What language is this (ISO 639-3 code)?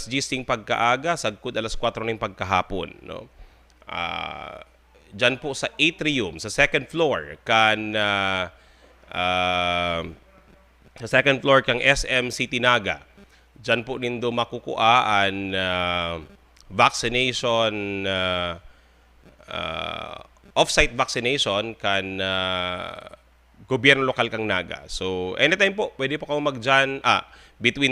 bik